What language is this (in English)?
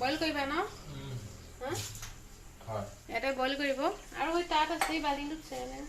Assamese